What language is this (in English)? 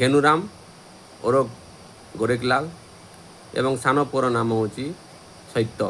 Odia